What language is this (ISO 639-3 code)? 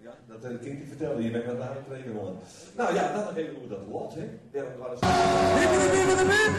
fry